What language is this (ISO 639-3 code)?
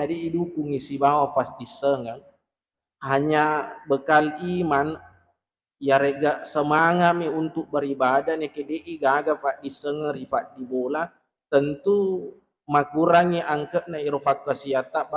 bug